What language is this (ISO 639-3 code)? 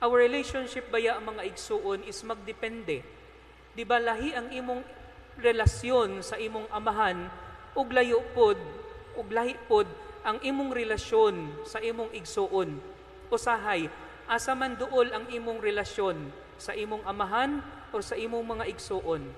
ceb